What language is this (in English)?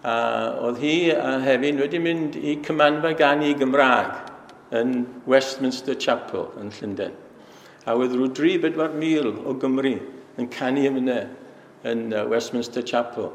Welsh